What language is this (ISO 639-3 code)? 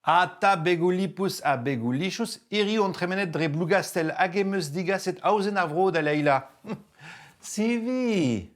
bre